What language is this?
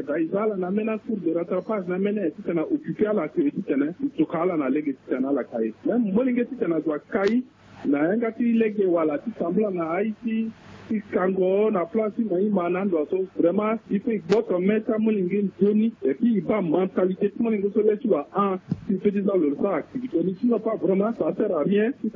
Sango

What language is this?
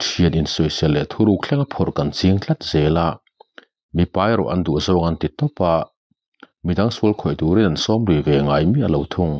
Mizo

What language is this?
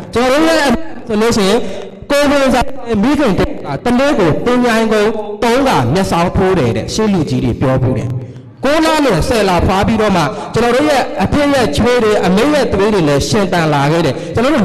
Burmese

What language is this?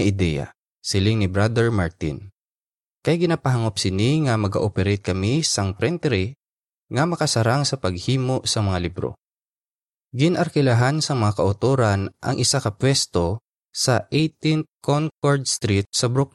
Hiligaynon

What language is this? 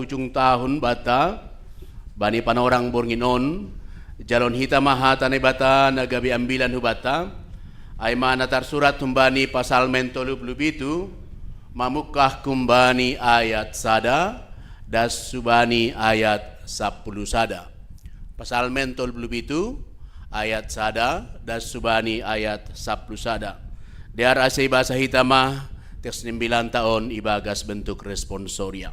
Batak Simalungun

